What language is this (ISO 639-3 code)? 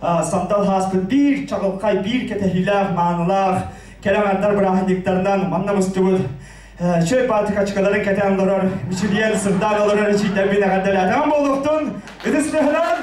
sah